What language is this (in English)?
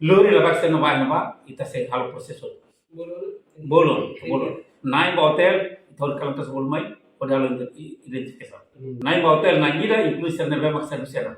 Tetum